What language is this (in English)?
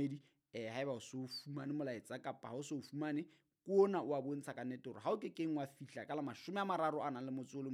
Southern Sotho